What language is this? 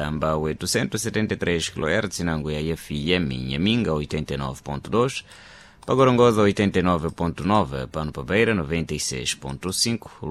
Sena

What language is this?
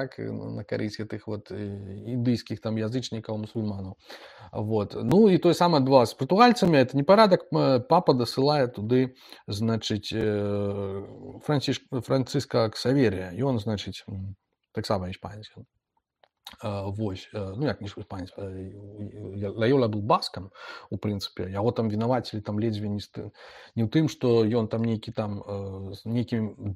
Belarusian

